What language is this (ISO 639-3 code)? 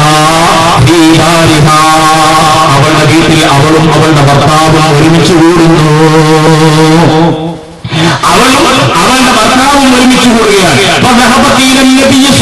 mal